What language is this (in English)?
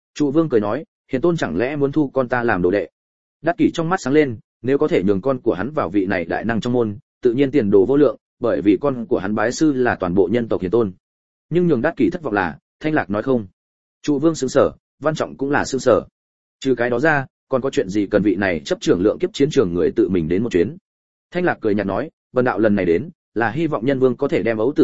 Vietnamese